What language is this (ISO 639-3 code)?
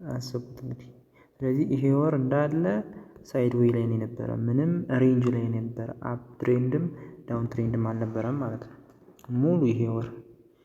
amh